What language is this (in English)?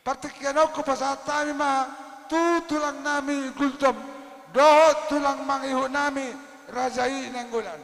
Batak Toba